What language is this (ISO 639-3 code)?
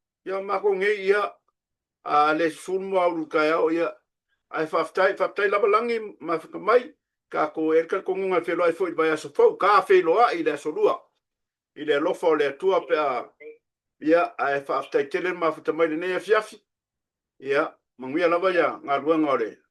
smo